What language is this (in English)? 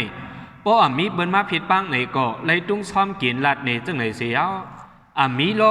Shan